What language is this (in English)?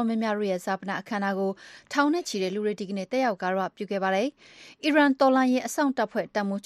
Burmese